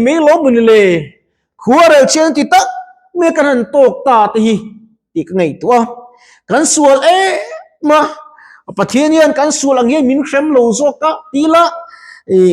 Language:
Mizo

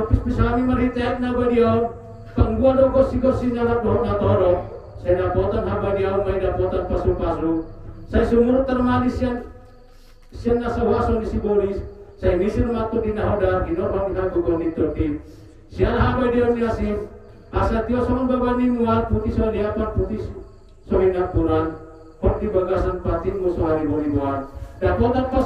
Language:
Batak Toba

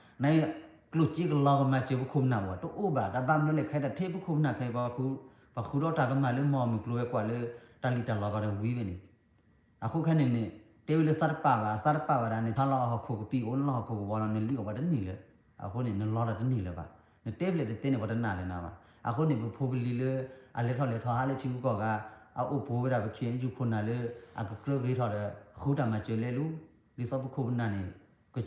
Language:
S'gaw Karen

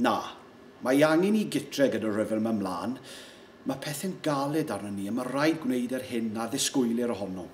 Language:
Welsh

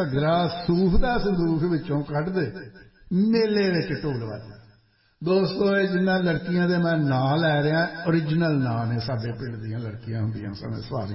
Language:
Punjabi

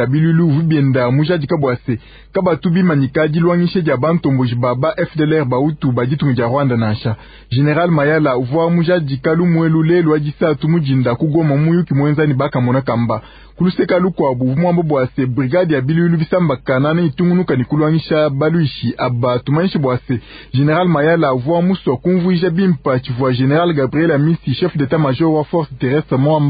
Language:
Luba-Lulua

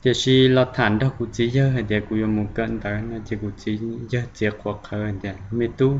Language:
Hmong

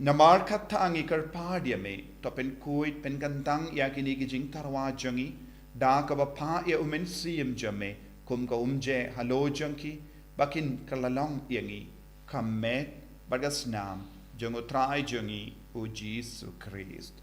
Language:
Khasi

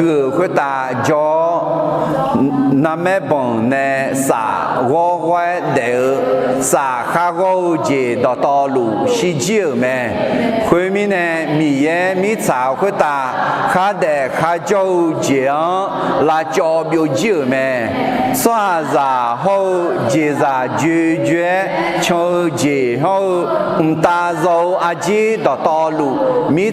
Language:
Akha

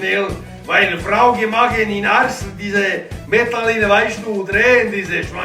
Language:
Swiss German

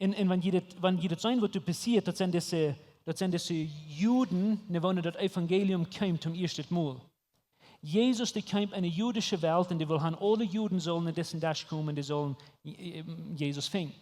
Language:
Plautdietsch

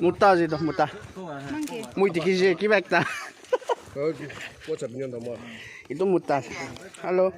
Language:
Naga Pidgin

